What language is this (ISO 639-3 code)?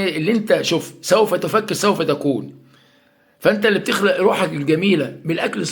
arz